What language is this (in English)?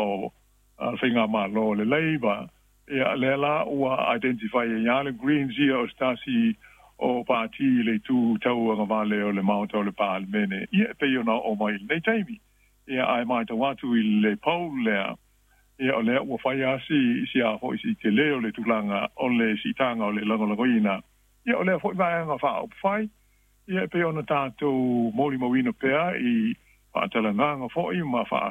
Samoan